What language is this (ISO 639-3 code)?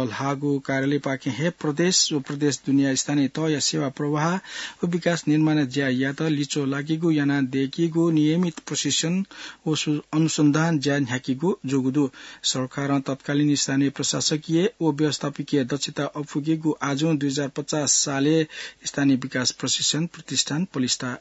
new